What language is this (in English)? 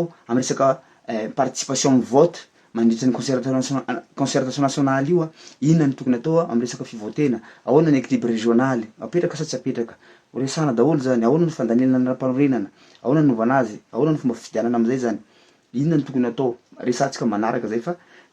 Malagasy